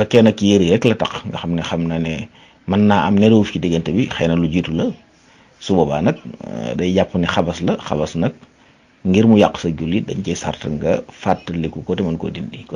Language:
Wolof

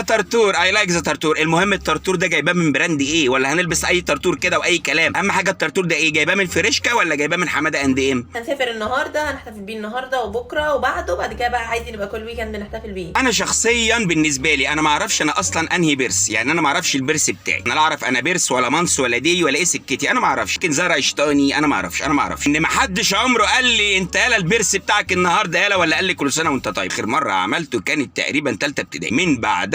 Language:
Egyptian Arabic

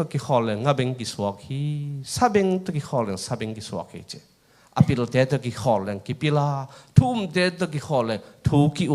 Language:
Tedim Chin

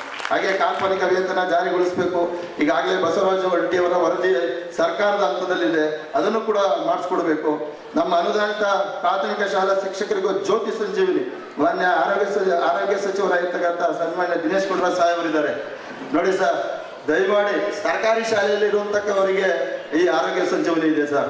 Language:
Kannada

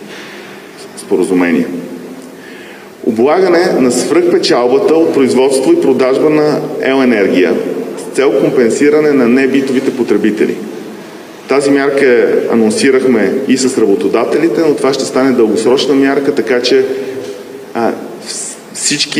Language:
Bulgarian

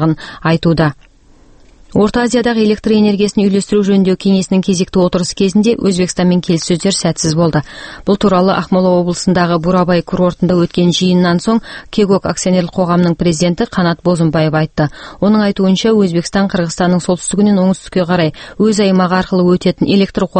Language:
Kazakh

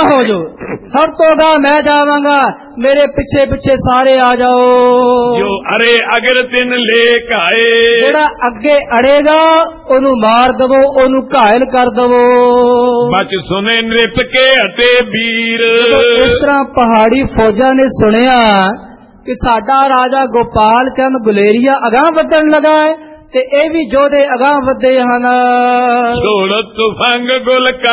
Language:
Punjabi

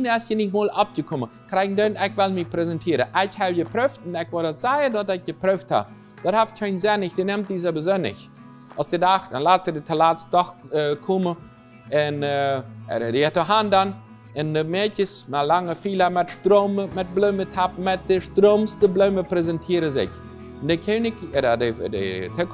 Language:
Plautdietsch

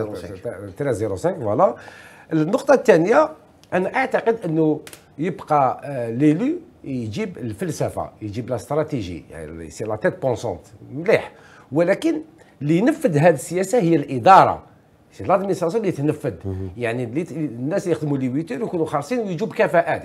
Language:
Algerian Arabic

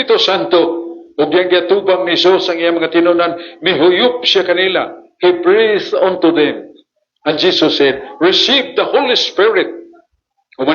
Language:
Cebuano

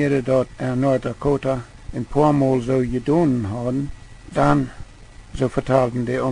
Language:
Plautdietsch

